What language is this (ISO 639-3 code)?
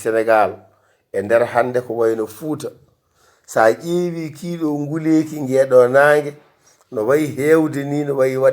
ful